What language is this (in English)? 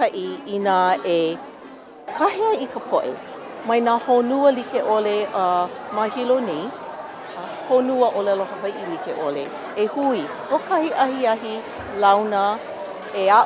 Hawaiian